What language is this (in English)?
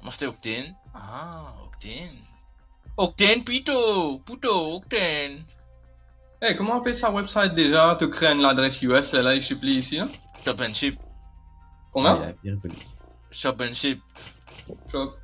Morisyen